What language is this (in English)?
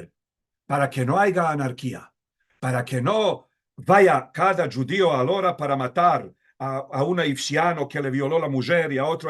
Ladino